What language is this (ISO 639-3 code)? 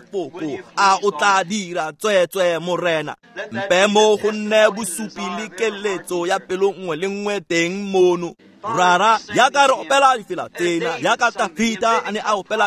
tsn